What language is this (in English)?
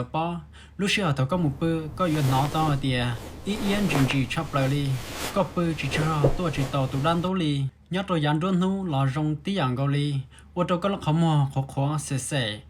Hmong